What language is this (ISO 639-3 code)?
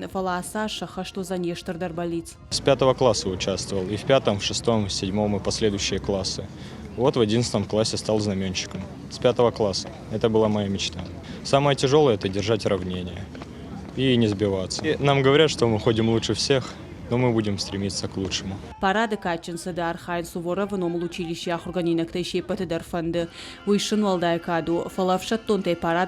oss